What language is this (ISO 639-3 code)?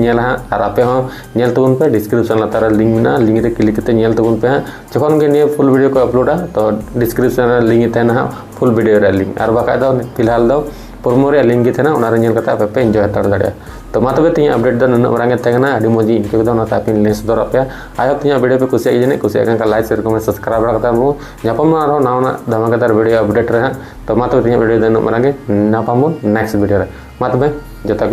sat